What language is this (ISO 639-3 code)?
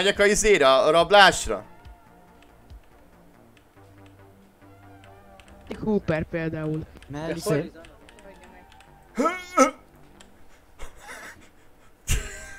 hun